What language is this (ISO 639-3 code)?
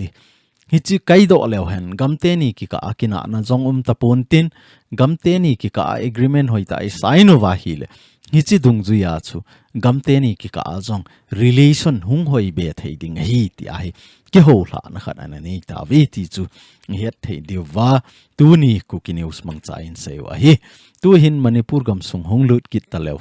tcz